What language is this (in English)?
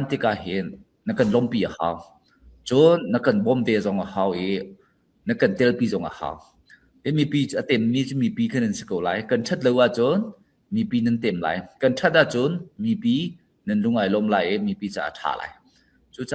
Falam Chin